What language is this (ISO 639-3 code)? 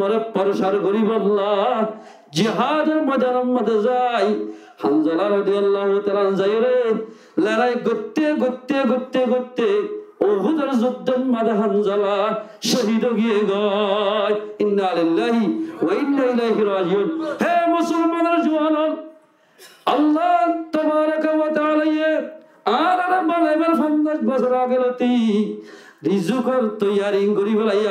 rhg